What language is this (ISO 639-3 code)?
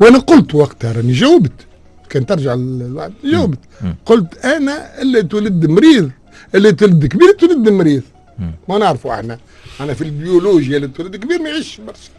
aeb